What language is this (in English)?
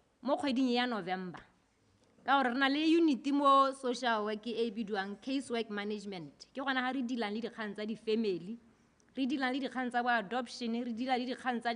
Tswana